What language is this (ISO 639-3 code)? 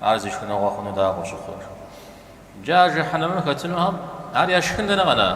kbd